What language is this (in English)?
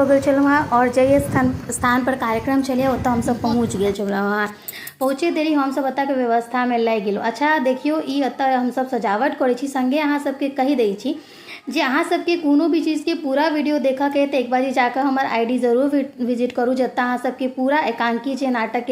Maithili